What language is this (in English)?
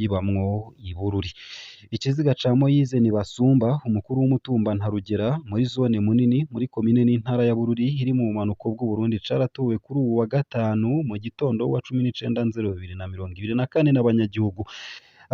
Rundi